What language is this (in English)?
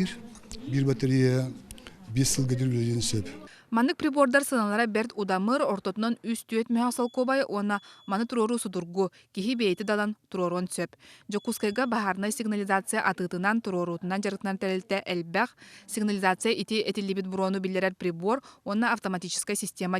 Yakut